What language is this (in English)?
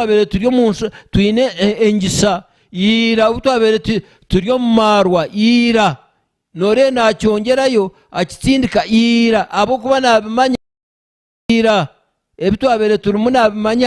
Nyankole